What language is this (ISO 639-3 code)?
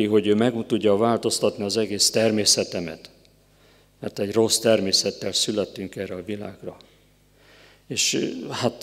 hun